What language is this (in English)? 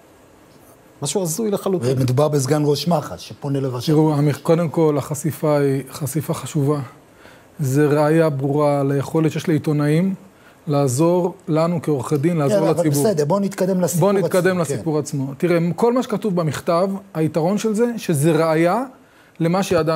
Hebrew